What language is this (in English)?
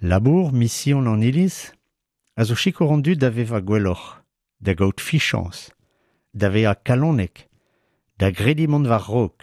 Breton